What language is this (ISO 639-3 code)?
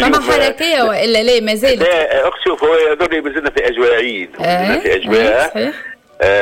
aeb